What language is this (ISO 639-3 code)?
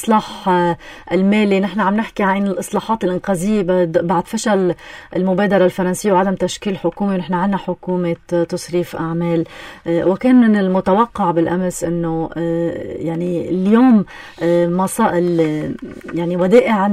apc